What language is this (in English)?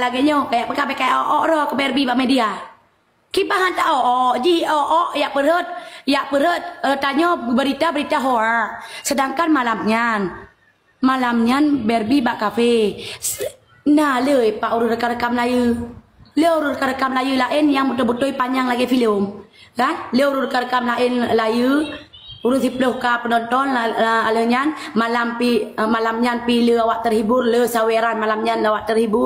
Achinese